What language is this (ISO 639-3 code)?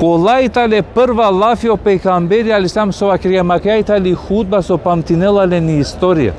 rmn